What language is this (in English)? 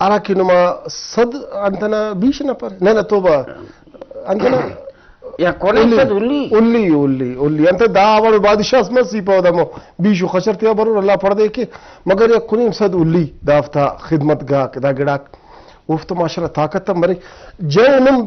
Brahui